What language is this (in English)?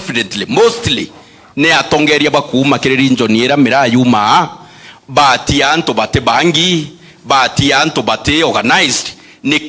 Meru